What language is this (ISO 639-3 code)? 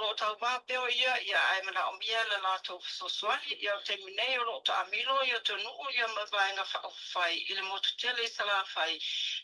smo